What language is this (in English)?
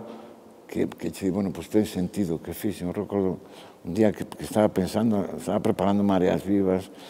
Galician